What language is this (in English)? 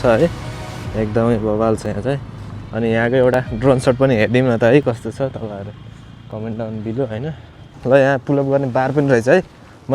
Nepali